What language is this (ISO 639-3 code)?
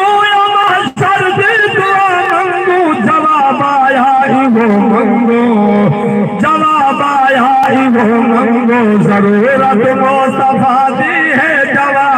skr